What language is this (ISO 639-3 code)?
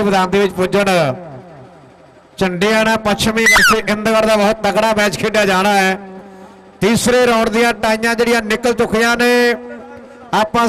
pan